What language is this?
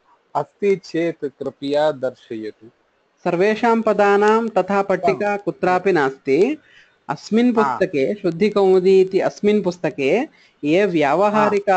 Sanskrit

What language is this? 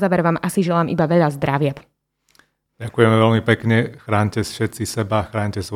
Slovak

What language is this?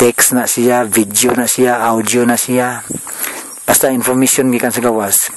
Cebuano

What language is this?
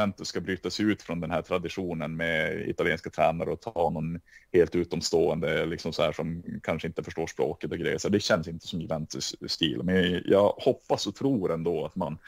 Swedish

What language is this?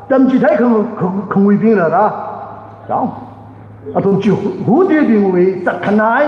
Tangkhul Naga (India)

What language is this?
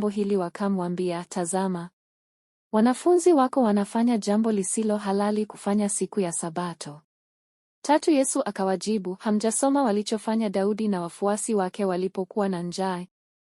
Swahili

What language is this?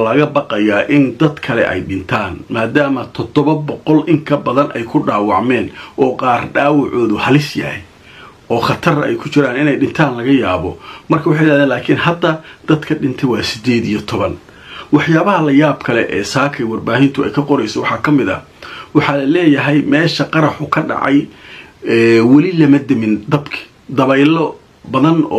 Somali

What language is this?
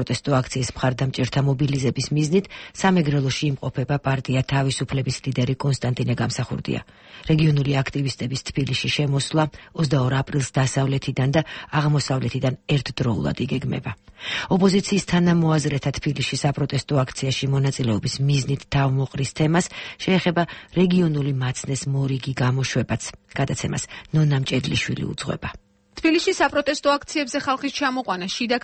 Georgian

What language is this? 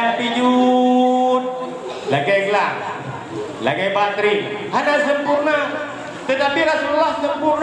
Achinese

